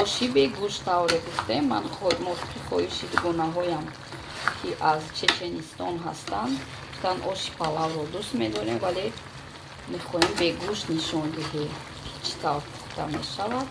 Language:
Tajik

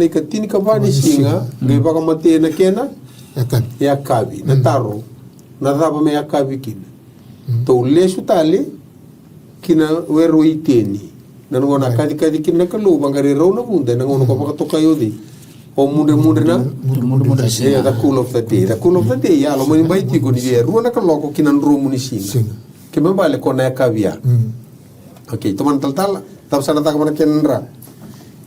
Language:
Fijian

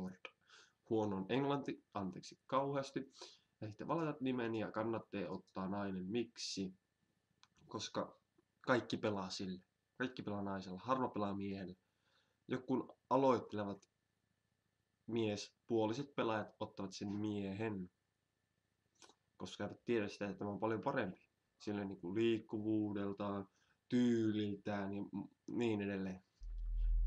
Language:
Finnish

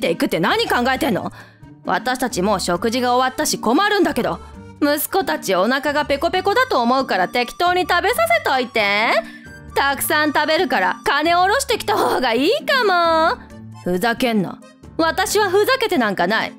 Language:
Japanese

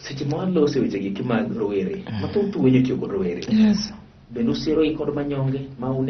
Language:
Luo (Kenya and Tanzania)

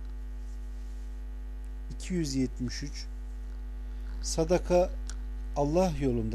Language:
Turkish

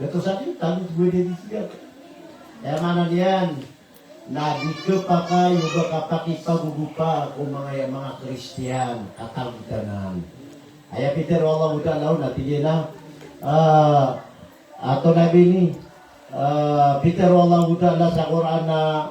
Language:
Maranao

